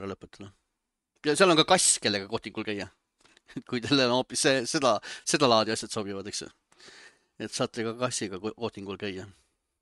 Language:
Estonian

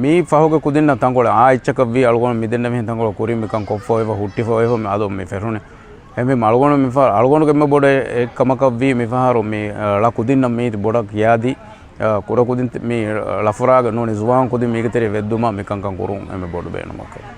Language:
Divehi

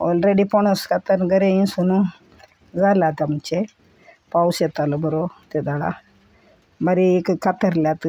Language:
Konkani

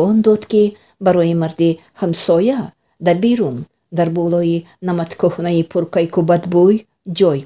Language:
Tajik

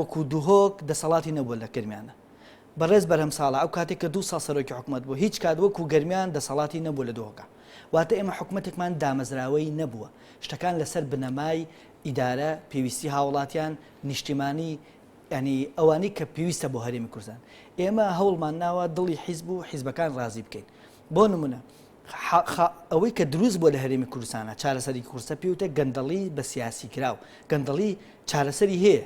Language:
Central Kurdish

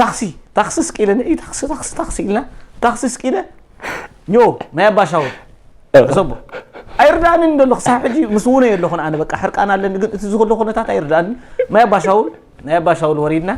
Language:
Tigrinya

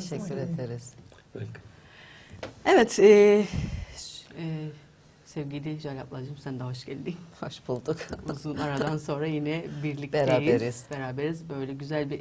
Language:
Turkish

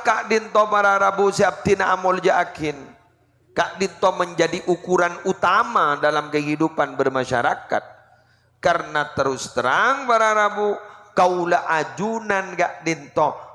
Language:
Madurese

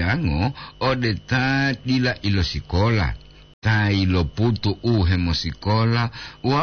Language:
Gorontalo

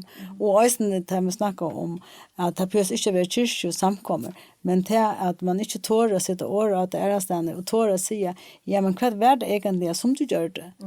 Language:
Faroese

